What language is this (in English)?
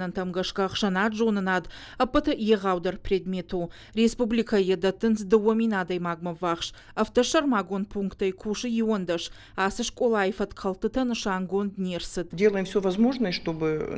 Ossetic